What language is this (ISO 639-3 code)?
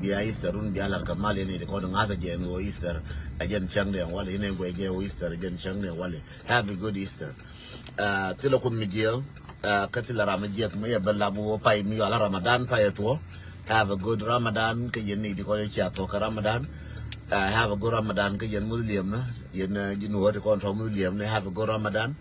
nus